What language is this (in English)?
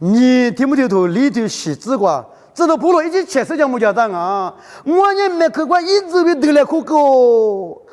Lisu